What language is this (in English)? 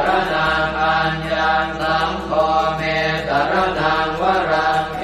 Pali